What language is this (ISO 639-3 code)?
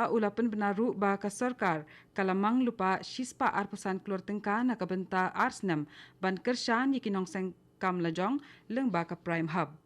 kha